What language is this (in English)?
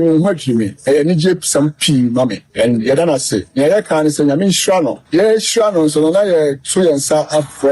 Akan